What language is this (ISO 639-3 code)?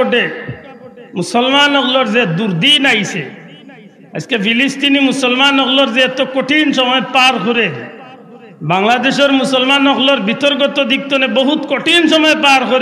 syl